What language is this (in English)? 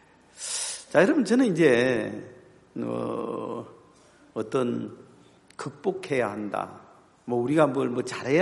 Korean